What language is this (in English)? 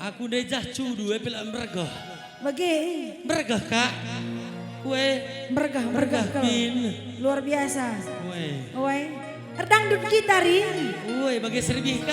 Batak Karo